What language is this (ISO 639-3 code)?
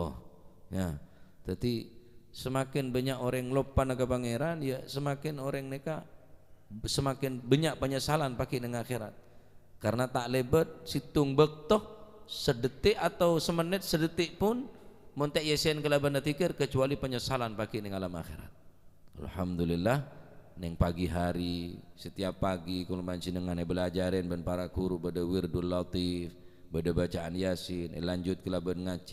mad